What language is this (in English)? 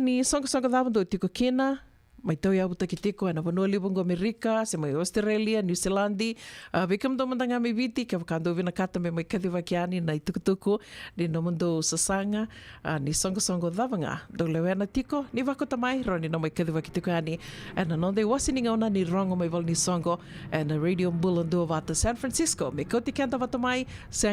Fijian